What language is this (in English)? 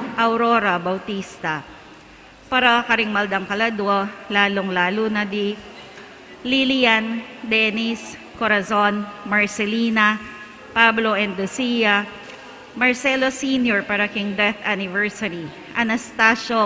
Pampanga